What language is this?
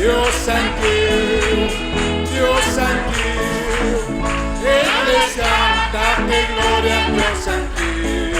Aymara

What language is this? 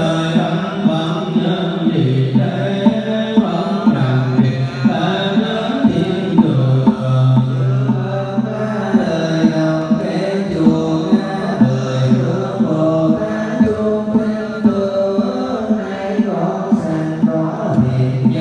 Vietnamese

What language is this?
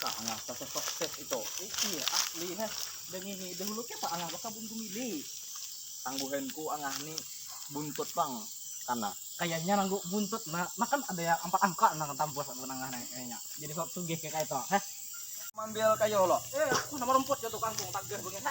Banjar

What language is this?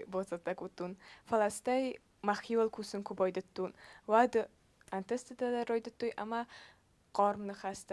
Ossetic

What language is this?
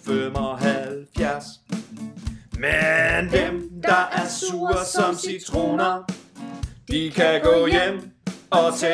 Danish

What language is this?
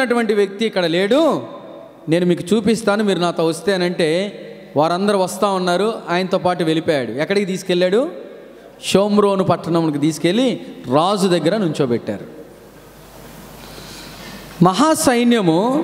Telugu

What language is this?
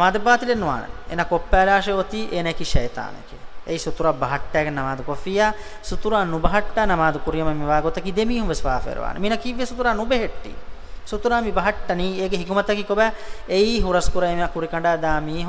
Divehi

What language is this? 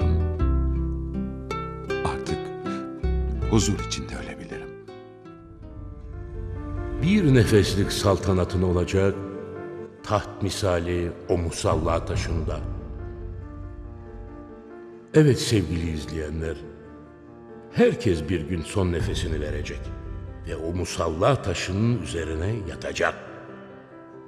Turkish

